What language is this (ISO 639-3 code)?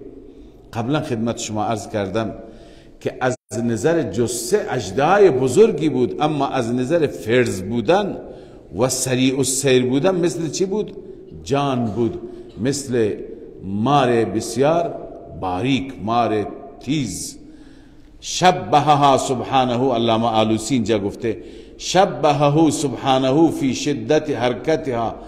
fas